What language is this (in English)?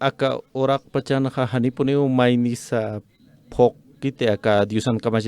Aymara